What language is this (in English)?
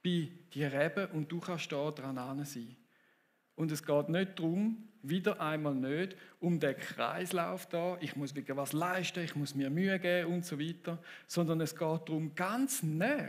Swiss German